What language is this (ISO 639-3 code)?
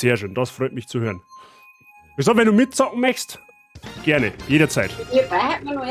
bar